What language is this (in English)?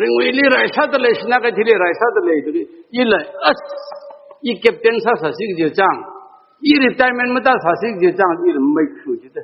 Tangkhul Naga (India)